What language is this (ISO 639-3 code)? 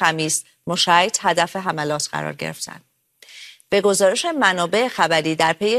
fas